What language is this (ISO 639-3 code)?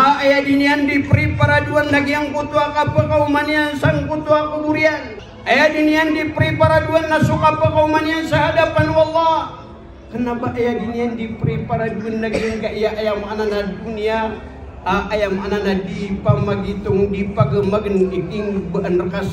mrw